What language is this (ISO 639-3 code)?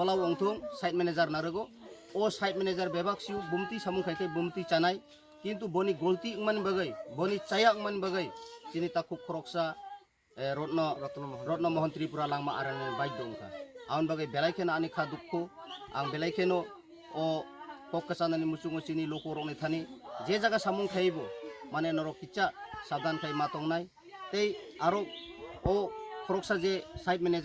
trp